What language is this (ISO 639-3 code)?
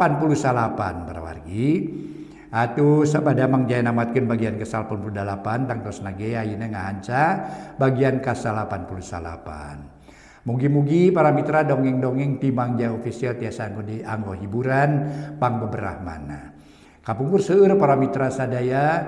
sun